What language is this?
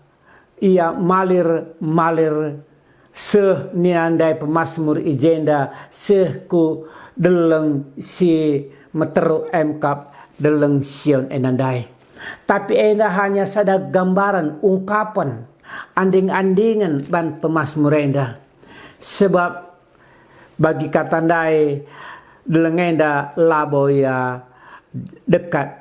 Batak Karo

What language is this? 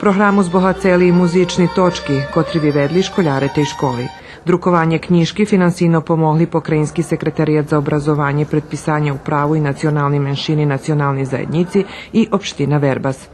Rusyn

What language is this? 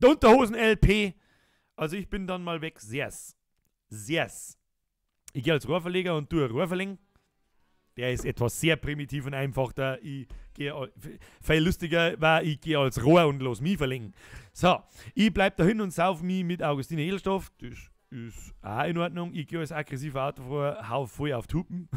Bavarian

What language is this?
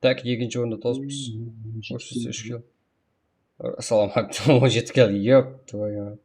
Kara-Kalpak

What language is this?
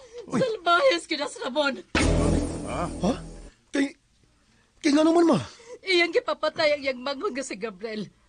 Cebuano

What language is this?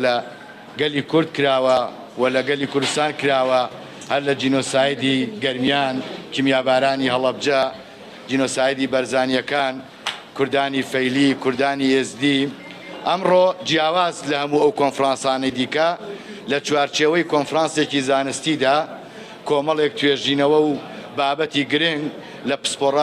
Central Kurdish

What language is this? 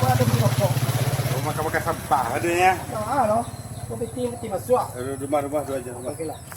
Minangkabau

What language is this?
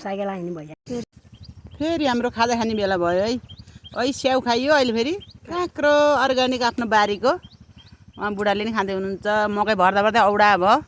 Nepali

